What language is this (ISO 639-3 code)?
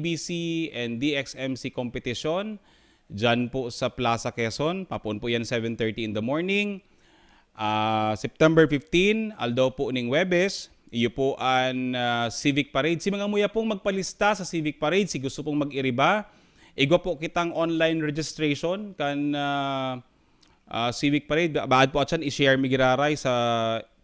bik